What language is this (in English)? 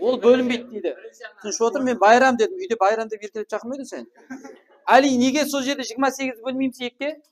Kara-Kalpak